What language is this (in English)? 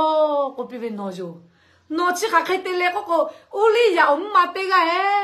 Lahu